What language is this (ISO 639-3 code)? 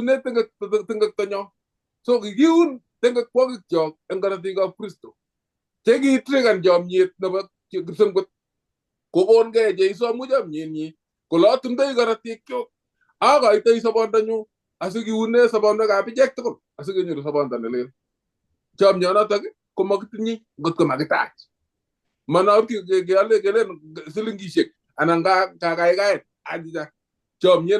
kln